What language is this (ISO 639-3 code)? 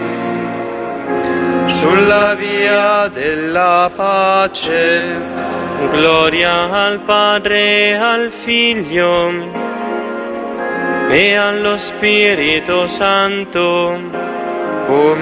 ita